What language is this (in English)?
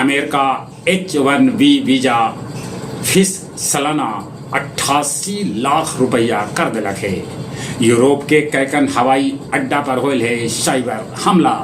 Magahi